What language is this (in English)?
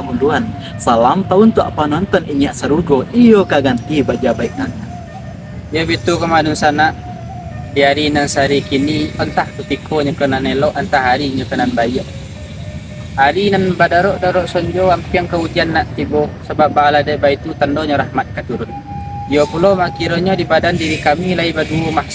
Minangkabau